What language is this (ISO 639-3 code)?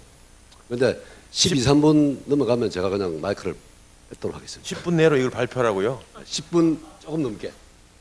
kor